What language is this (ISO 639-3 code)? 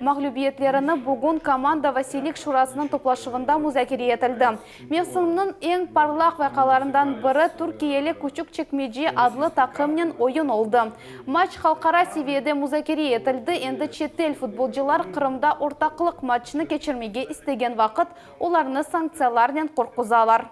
crh